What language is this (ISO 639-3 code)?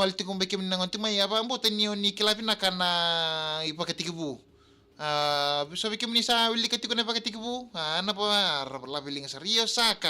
fij